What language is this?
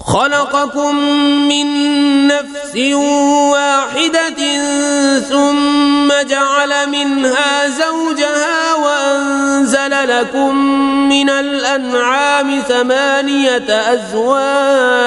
Kashmiri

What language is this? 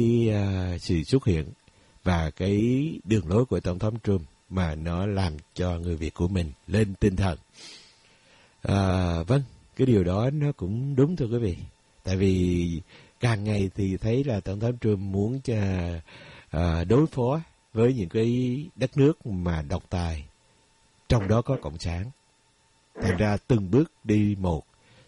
Vietnamese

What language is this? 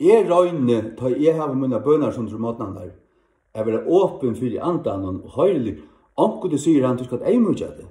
Faroese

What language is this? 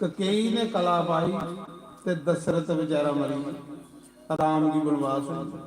Dogri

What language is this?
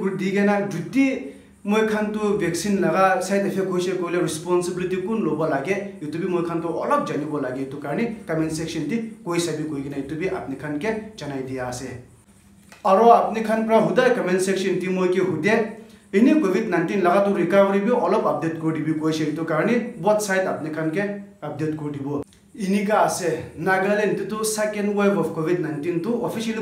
Naga Pidgin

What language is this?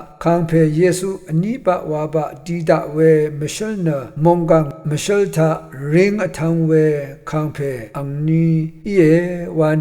Rawang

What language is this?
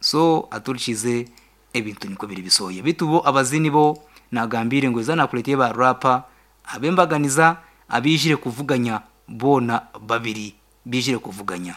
Nyankole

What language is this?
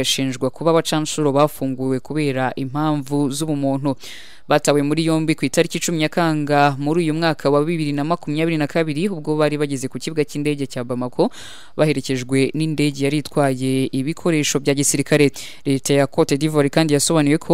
Kinyarwanda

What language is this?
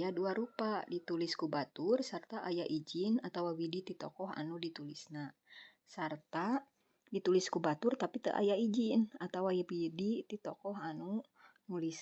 Sundanese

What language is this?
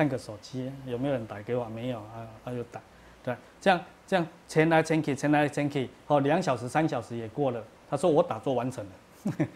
Chinese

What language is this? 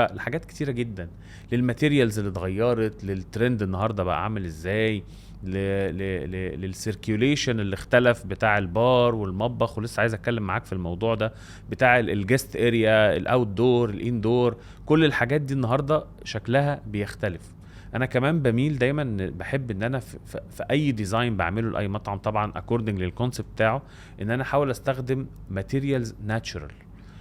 Egyptian Arabic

